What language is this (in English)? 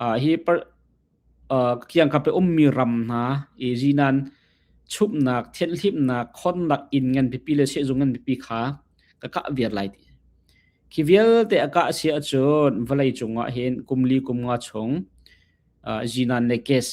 Hakha Chin